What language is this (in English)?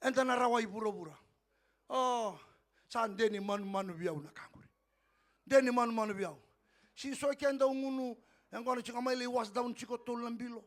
Fijian